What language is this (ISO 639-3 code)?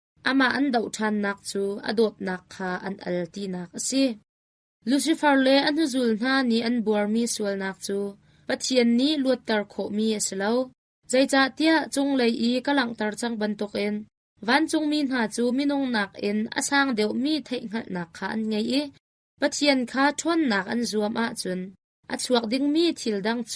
cnh